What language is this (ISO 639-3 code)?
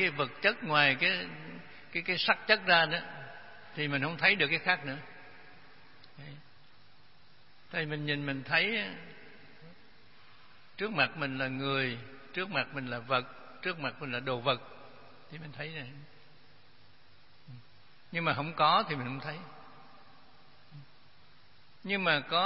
vie